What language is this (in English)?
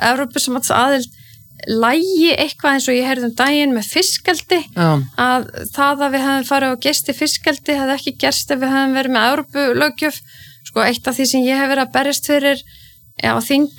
Icelandic